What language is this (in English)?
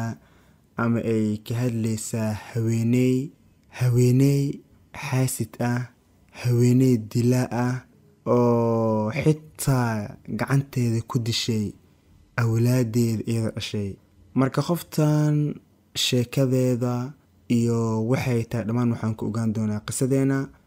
Somali